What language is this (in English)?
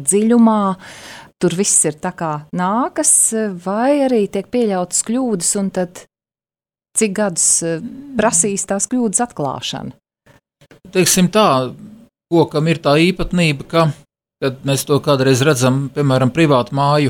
Latvian